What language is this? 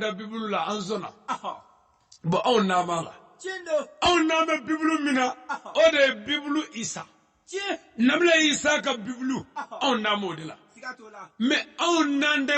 Bambara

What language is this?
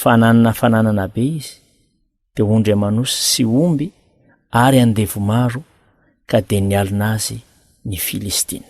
Malagasy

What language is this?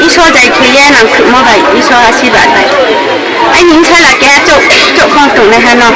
Riang (India)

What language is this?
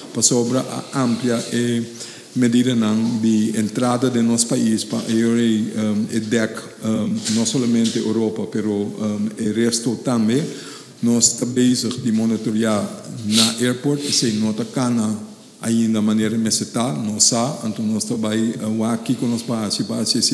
Papiamento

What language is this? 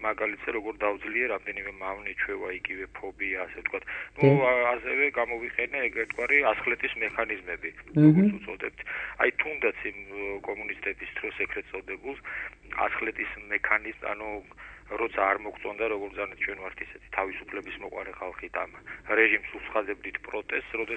Georgian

